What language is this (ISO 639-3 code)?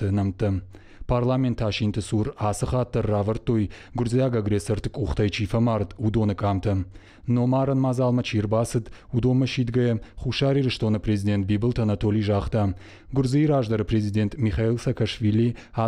oss